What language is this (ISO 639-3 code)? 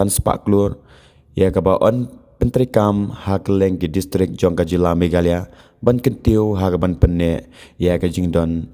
kha